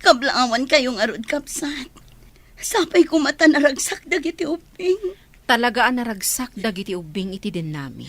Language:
Iloko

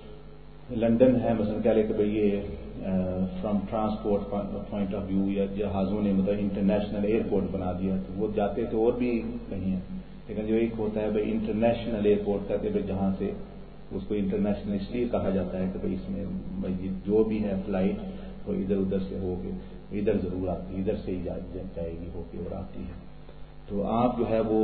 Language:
Urdu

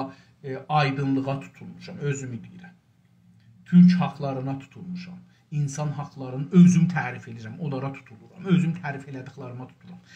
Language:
South Azerbaijani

